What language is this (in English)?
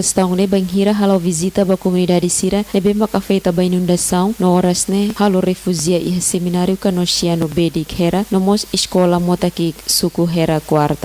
Tetum